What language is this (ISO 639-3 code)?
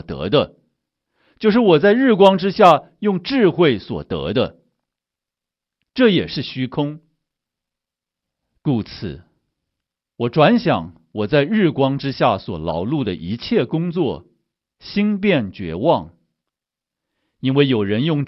zho